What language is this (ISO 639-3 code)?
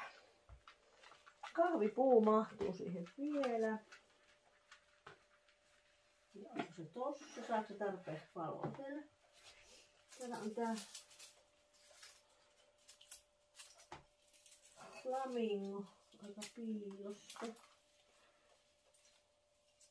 fin